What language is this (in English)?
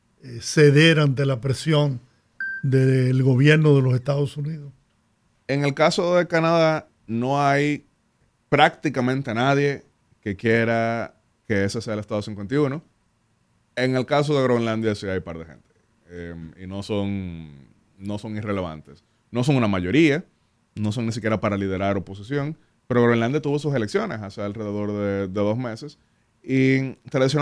Spanish